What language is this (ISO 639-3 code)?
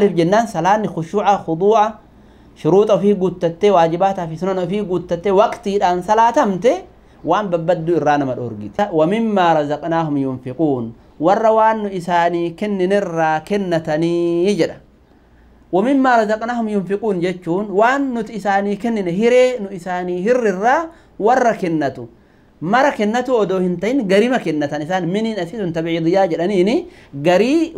orm